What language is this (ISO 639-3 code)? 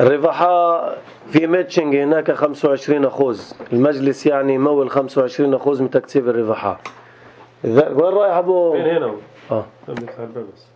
apc